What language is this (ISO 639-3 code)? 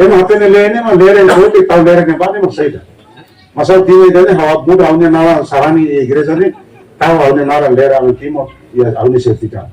tet